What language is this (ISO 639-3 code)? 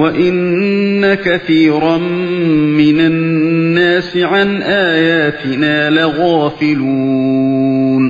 uig